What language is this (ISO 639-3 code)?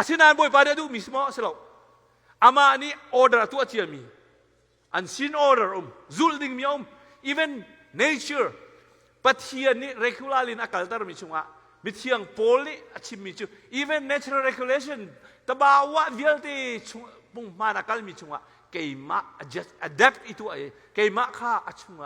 cnh